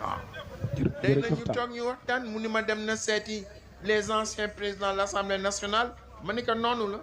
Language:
Wolof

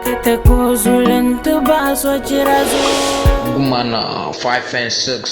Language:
Dagbani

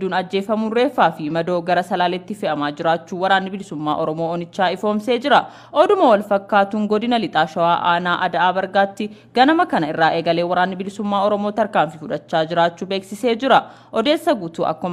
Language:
Oromo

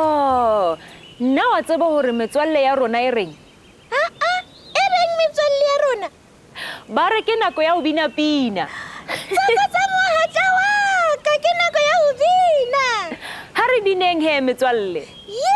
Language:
Southern Sotho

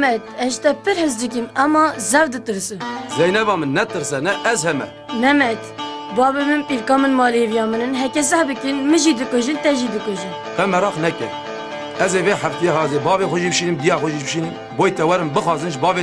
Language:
Kurdish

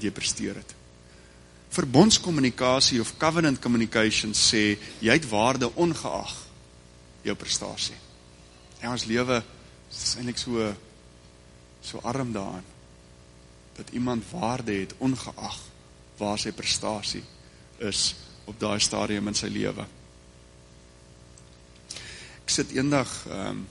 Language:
Afrikaans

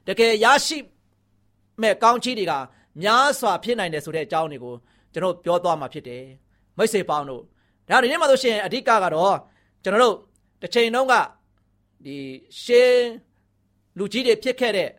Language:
Burmese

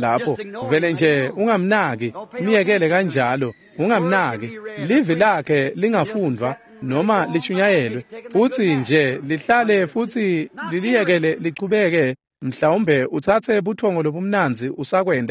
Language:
Swati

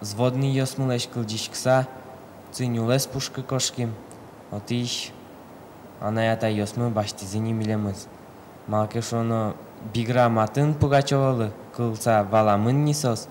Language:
Udmurt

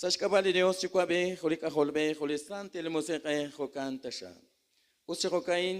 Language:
Kekchí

